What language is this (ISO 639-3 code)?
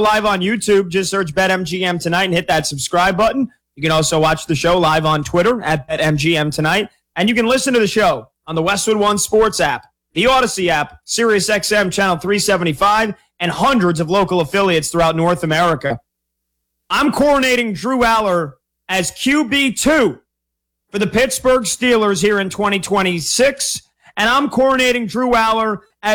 eng